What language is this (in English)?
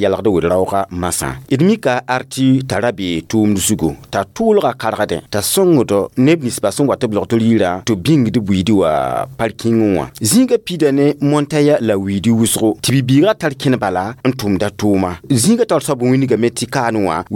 Mossi